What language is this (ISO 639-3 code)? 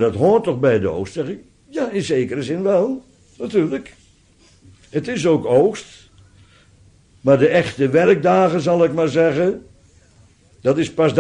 nld